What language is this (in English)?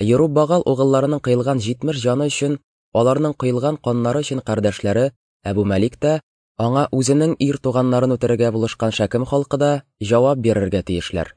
Tatar